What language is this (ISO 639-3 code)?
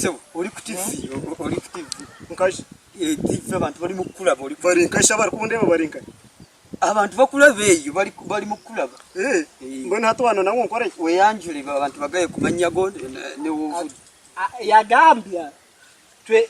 nyn